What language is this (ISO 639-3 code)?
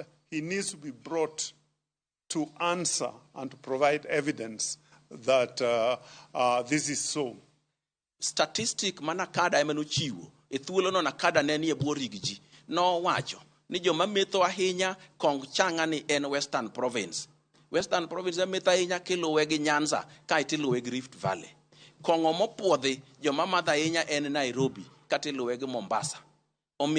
luo